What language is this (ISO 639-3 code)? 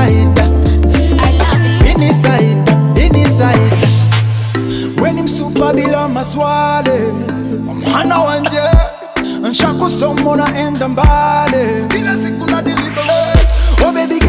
swa